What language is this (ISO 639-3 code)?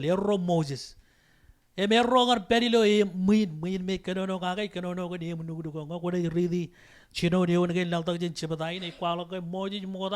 mah